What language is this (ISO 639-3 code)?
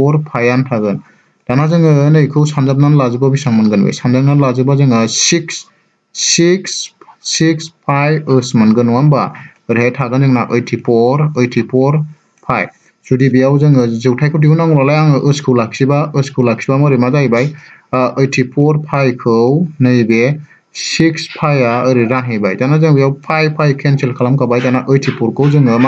brx